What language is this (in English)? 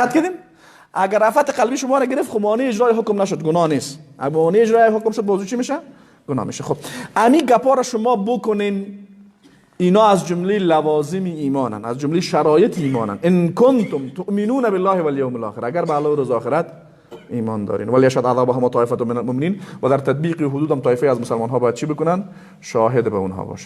Persian